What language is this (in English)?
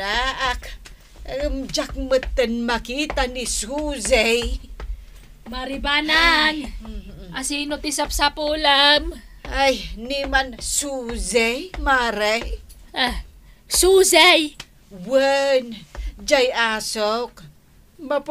Iloko